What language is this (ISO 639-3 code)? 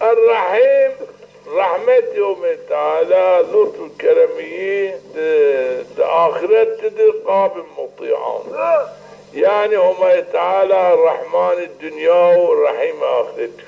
zza